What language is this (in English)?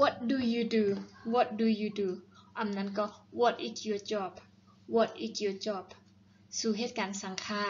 Shan